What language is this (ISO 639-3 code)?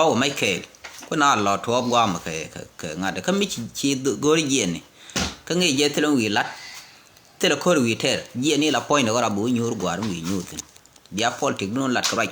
nus